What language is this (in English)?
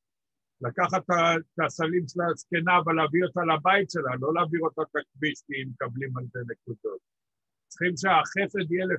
Hebrew